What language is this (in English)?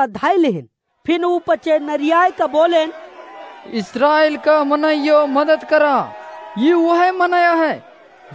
Awadhi